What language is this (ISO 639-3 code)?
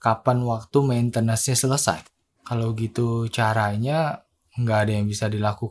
ind